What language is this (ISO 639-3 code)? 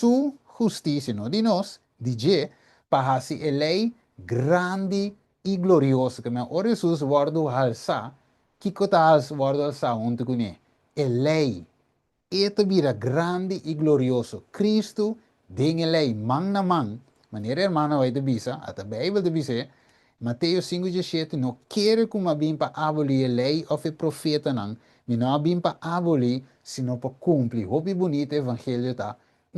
pap